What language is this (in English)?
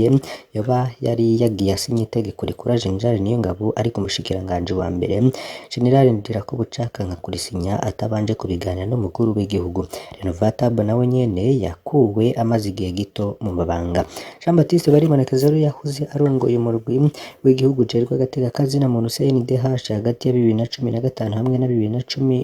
Rundi